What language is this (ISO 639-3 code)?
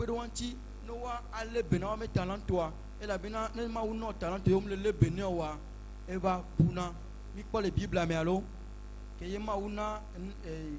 ewe